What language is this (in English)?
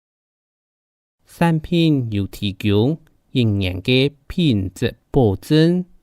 Hakka Chinese